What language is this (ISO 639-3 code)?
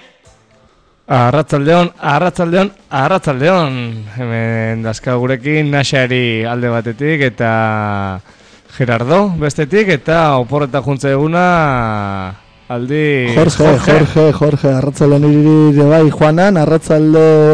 eus